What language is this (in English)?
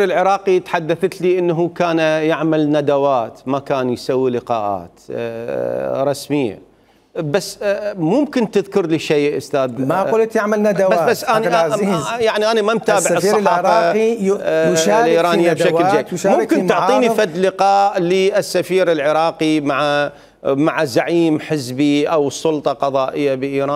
Mesopotamian Arabic